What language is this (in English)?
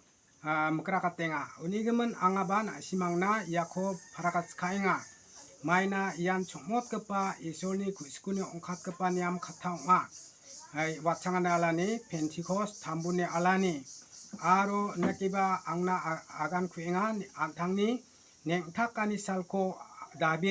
Garo